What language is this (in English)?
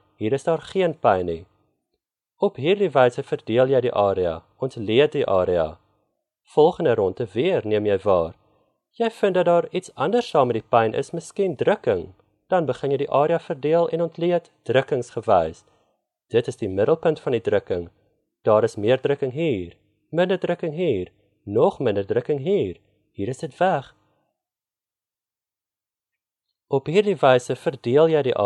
Afrikaans